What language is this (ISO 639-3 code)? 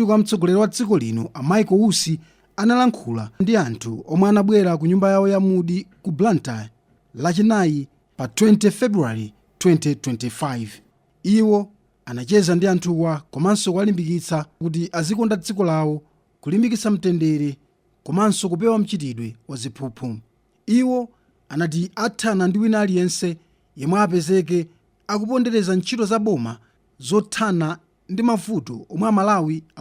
nya